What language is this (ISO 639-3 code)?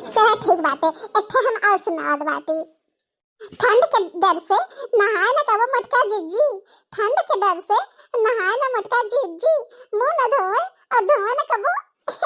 bho